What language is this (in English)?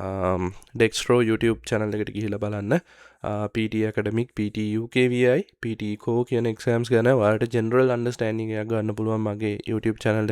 Sinhala